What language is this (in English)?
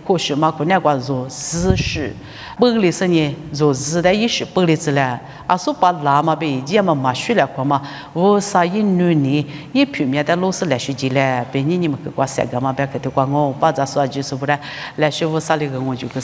Lisu